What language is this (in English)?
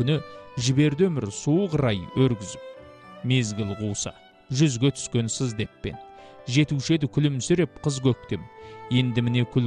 Kazakh